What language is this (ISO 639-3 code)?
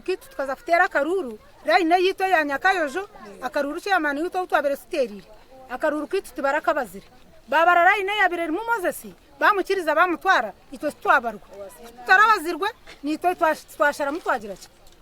nyn